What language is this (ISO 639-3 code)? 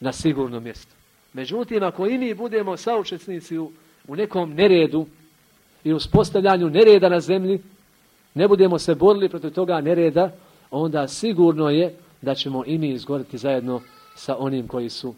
bos